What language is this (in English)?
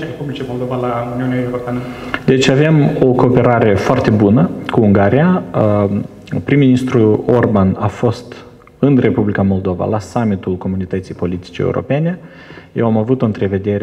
Romanian